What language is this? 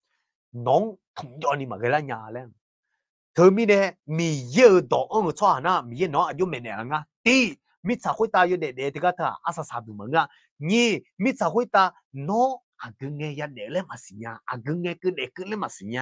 Akha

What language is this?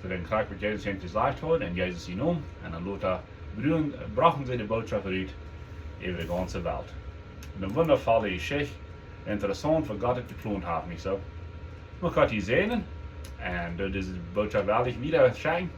Plautdietsch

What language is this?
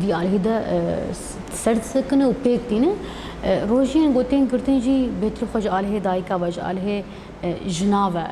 Kurdish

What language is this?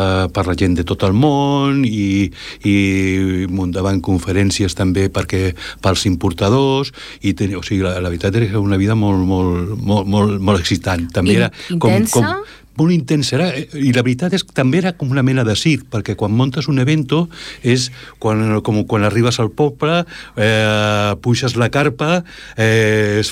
Catalan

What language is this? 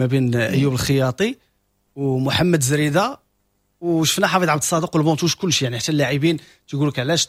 Moroccan Arabic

